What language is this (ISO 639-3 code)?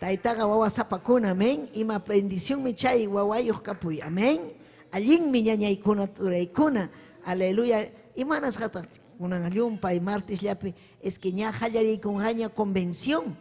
quy